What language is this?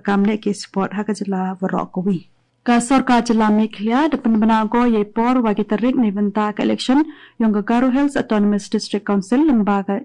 Garo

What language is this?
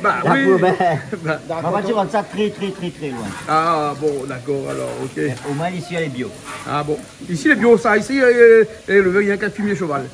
Réunion Creole French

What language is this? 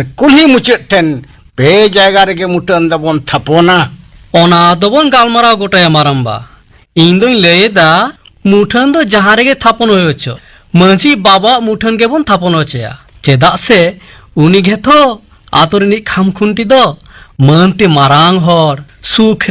Santali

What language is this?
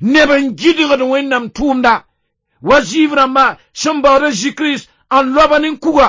Mossi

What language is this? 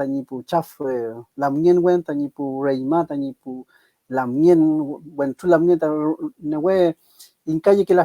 Mapuche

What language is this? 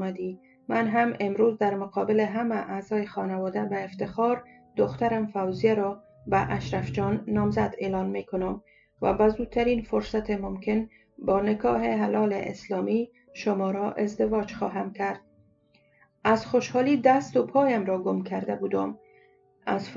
Persian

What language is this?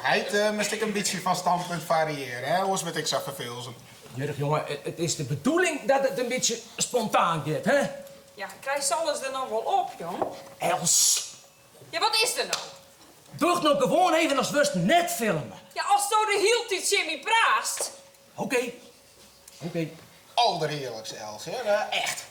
Western Frisian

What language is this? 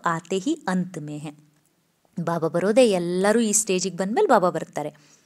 Kannada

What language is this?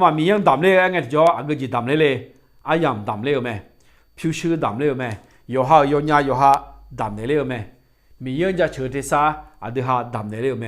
Akha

